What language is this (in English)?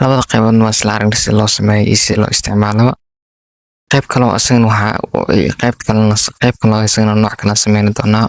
Somali